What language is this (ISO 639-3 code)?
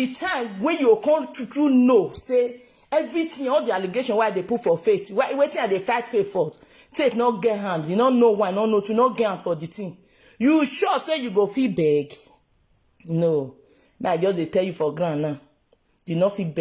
pcm